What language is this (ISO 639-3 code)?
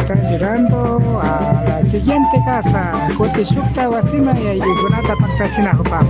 qvi